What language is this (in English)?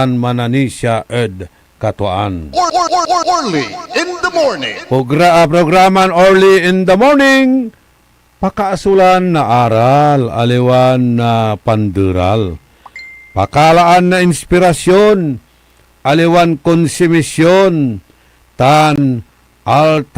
Pangasinan